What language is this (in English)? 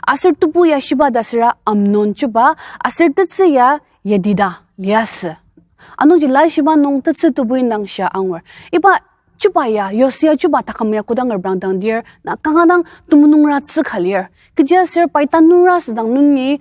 Ao Naga